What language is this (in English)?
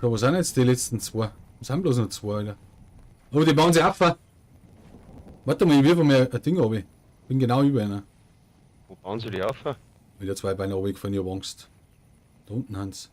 Bavarian